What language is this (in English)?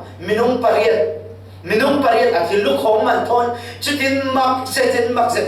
Falam Chin